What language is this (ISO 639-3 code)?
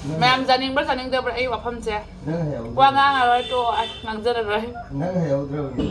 mni